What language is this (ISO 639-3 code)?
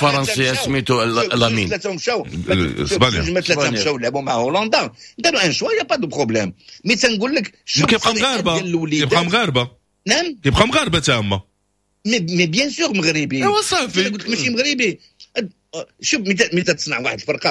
ary